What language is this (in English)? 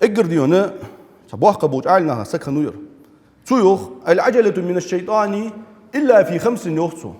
Ingush